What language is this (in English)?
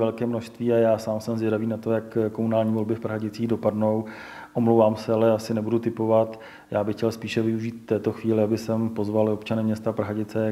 Czech